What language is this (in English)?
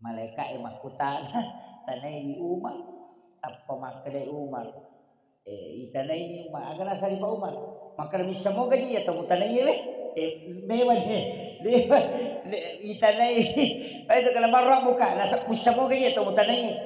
Buginese